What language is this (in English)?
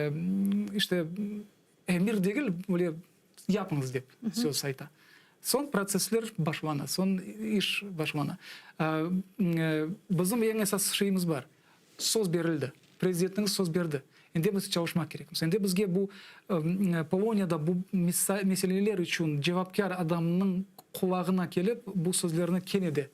Crimean Tatar